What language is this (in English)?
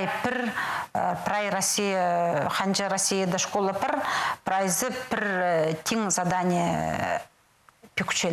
Khakas